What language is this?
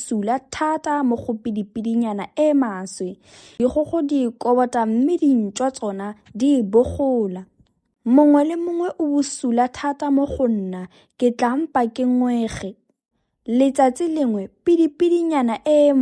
Tswana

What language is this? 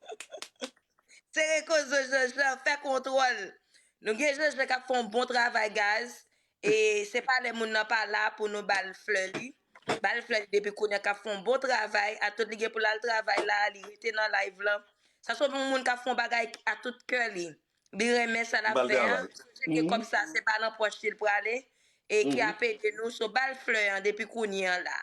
Haitian Creole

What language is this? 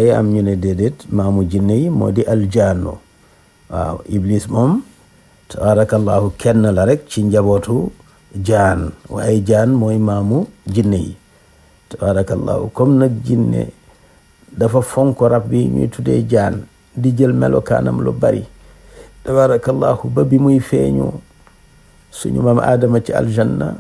Wolof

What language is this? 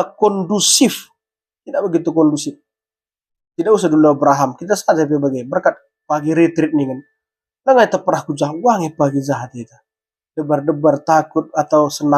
Batak Karo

